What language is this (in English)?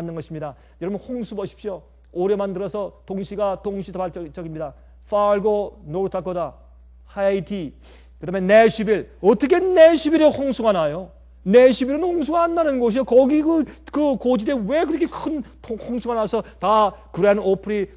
Korean